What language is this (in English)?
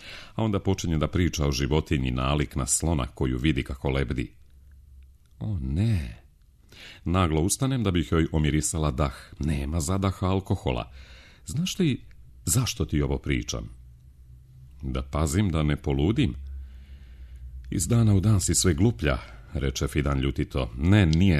Serbian